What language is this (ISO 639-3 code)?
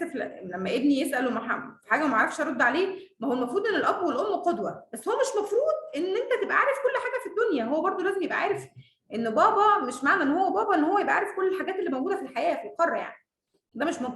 arz